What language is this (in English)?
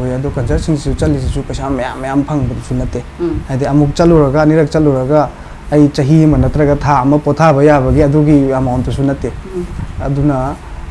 Manipuri